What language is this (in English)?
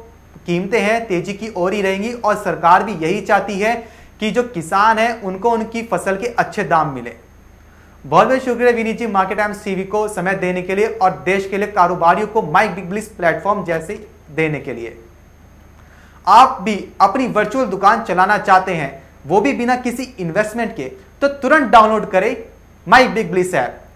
Hindi